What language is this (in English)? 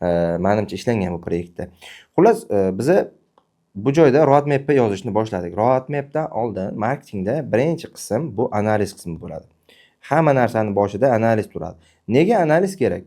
Uzbek